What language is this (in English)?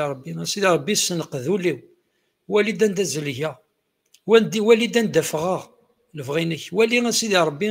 Kabyle